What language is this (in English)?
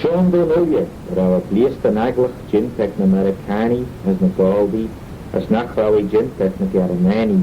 Manx